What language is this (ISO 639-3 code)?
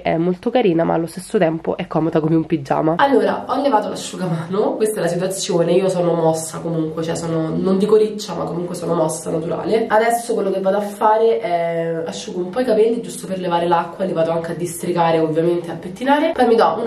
ita